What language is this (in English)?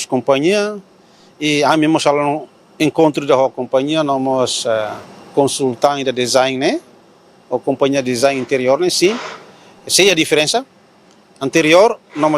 Tetum